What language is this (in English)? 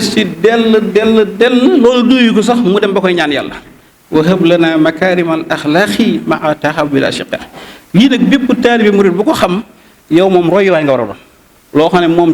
Wolof